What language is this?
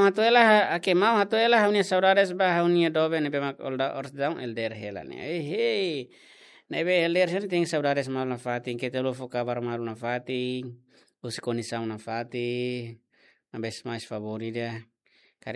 Tetum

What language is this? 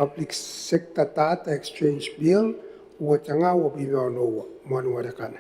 Gilbertese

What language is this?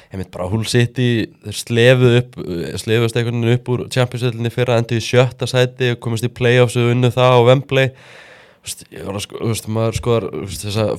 Icelandic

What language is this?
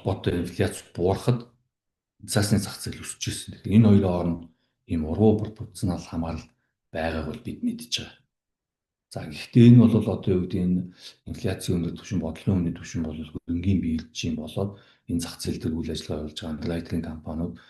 Mongolian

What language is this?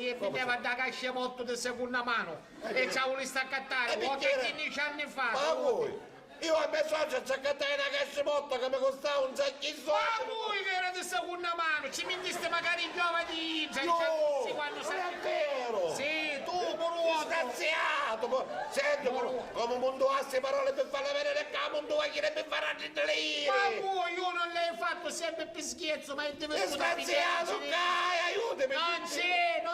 Sicilian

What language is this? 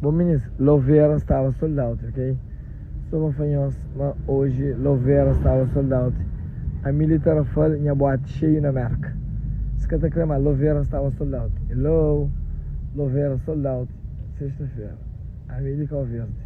Kabuverdianu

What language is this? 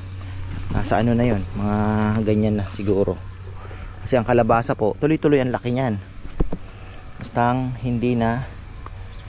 Filipino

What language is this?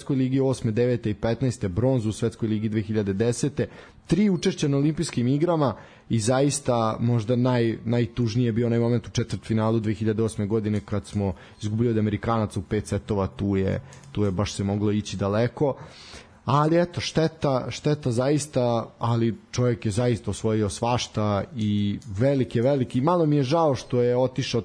Serbian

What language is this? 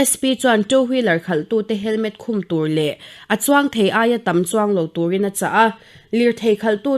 Mizo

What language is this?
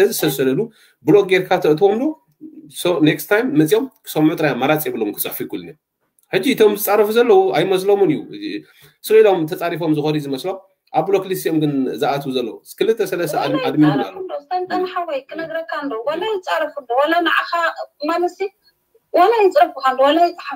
Tigrinya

